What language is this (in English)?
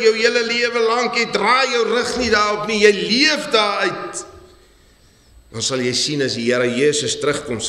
Afrikaans